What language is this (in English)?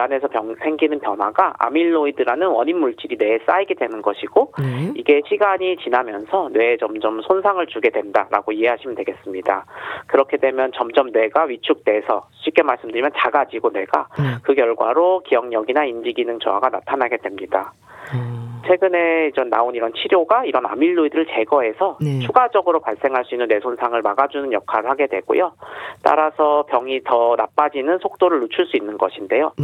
Korean